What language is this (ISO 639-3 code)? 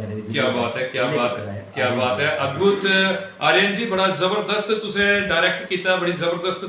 doi